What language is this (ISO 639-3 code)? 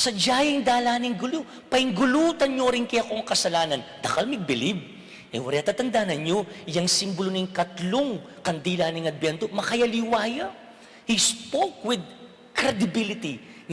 pam